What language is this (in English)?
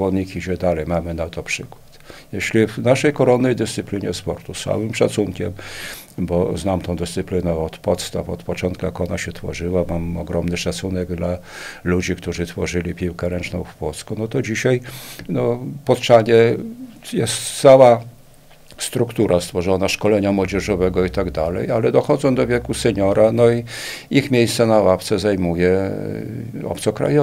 Polish